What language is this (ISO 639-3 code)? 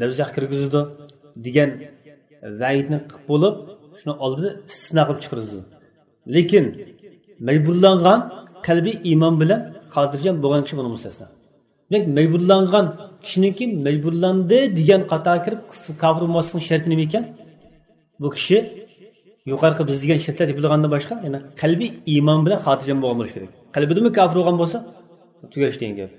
uig